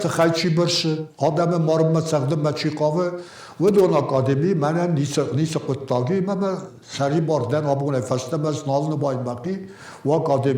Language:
Ossetic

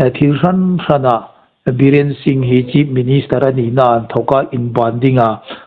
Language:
Hmar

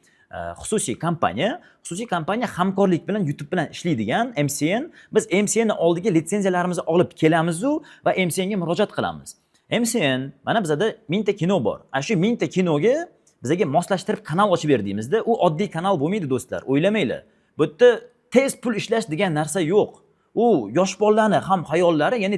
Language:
Uzbek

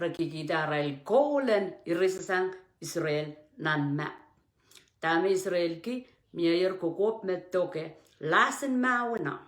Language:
Pohnpeian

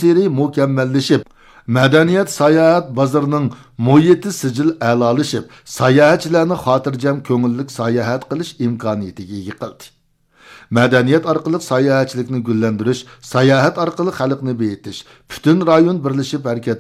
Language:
Uyghur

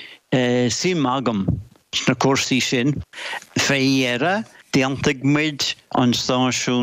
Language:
Irish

